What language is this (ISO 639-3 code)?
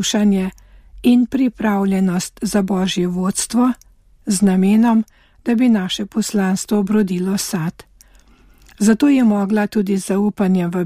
slv